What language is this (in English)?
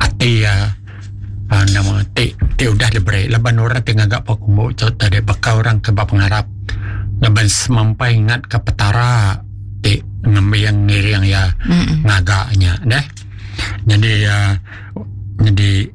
Iban